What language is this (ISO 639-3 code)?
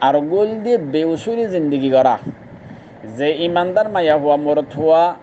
rhg